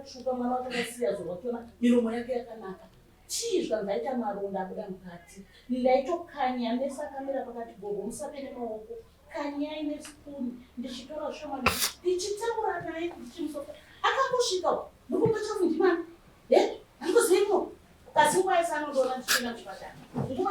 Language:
Shona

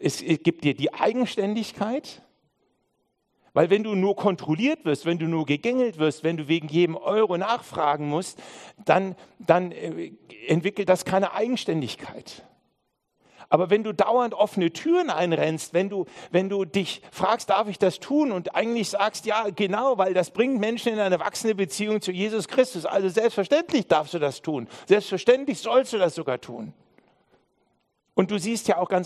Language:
German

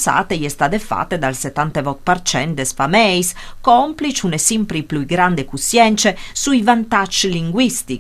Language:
Friulian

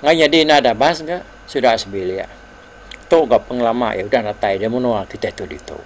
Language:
Iban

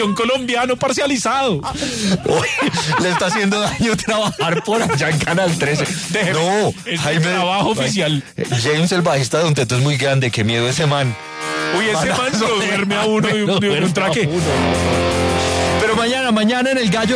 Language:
Spanish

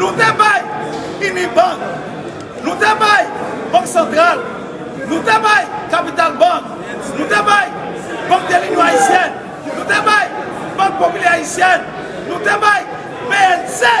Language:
Haitian Creole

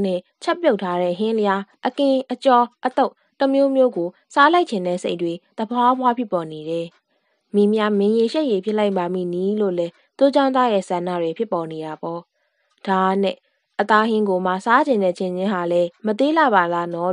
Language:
Burmese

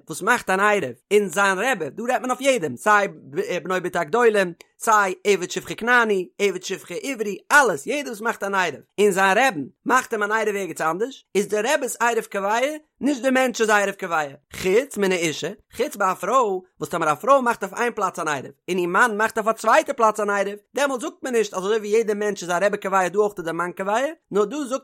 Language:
Yiddish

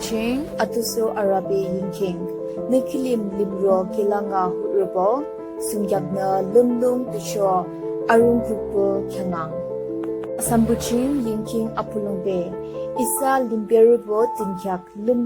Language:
Yimchungru Naga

